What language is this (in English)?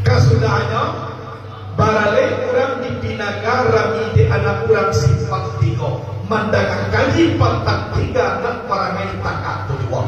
Minangkabau